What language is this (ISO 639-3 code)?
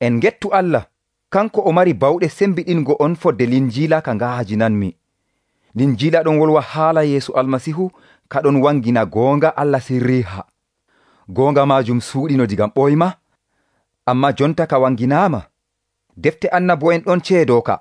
fuv